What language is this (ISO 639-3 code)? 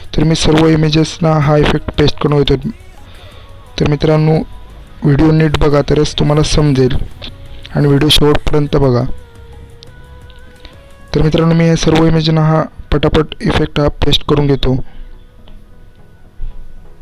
mar